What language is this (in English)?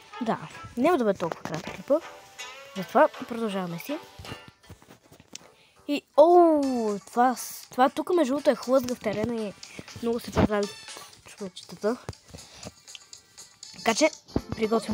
Bulgarian